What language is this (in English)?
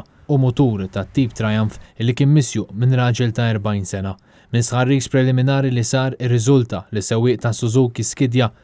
Maltese